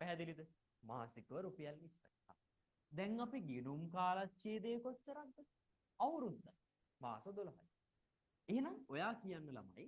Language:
Sinhala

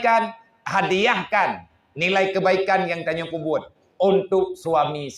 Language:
Achinese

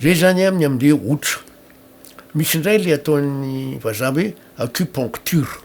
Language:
Malagasy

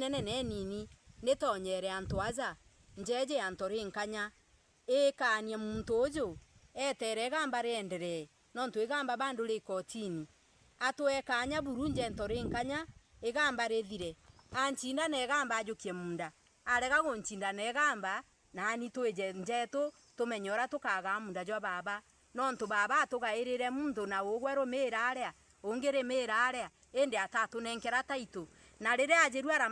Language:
Meru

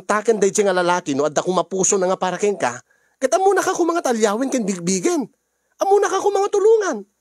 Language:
Iloko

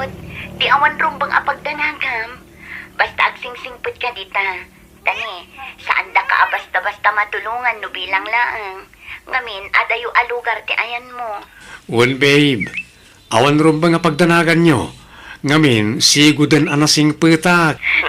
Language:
Iloko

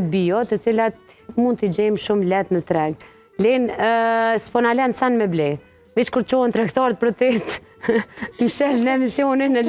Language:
Albanian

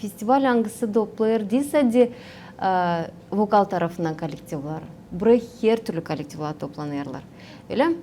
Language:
Gagauz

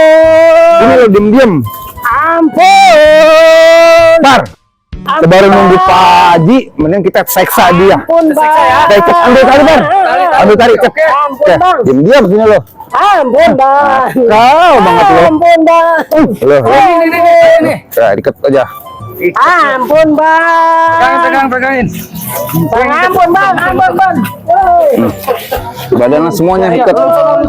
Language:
Betawi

